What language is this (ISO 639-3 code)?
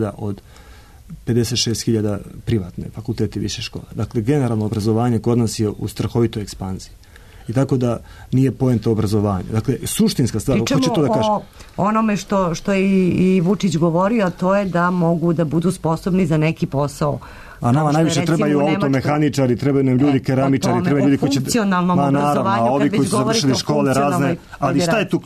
srp